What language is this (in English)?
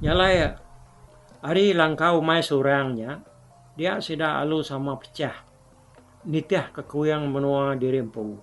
Iban